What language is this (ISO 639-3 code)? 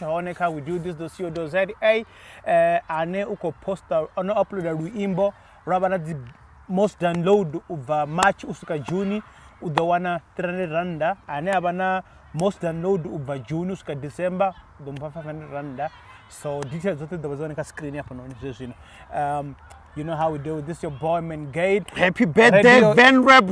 ven